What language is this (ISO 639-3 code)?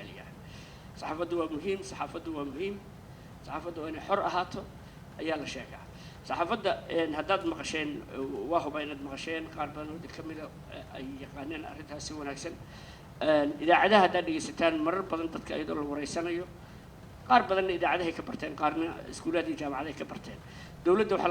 som